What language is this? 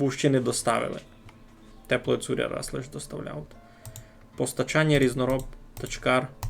Rusyn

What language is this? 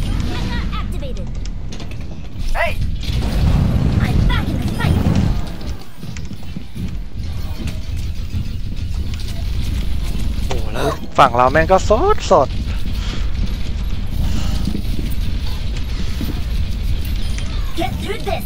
Thai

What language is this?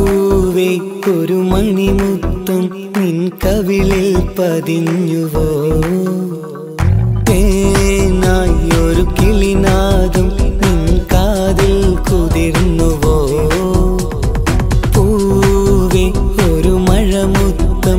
Malayalam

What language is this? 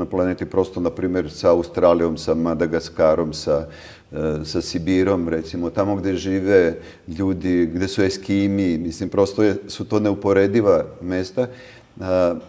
Serbian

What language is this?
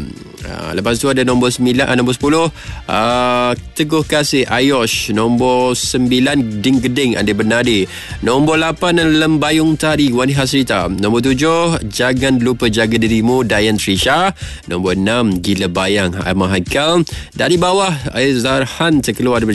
Malay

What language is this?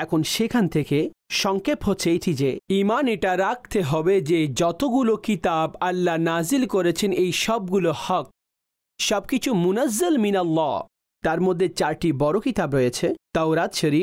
Bangla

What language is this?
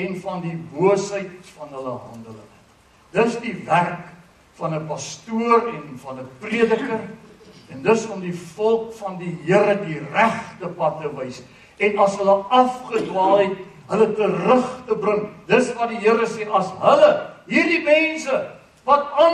Afrikaans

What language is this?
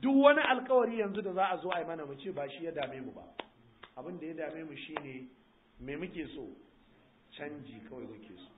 Hausa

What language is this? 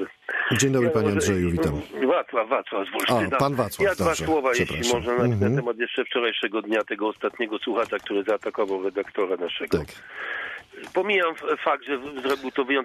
Polish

